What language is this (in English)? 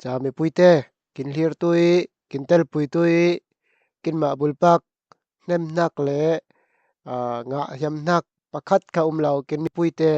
Falam Chin